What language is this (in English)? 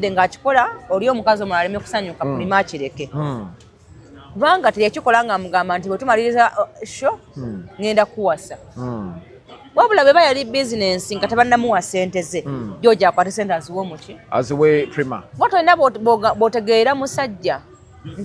Ganda